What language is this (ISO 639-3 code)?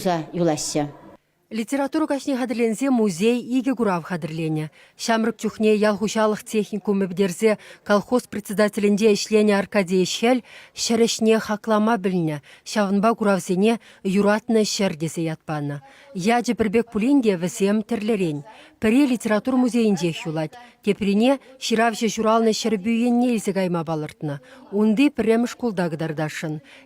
chv